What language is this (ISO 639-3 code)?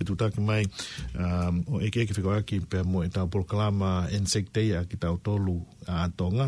ton